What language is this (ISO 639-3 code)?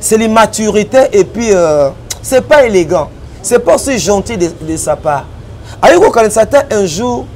lin